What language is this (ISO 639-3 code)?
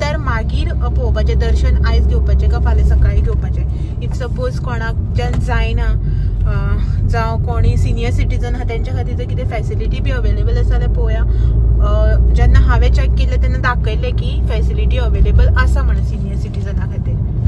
kok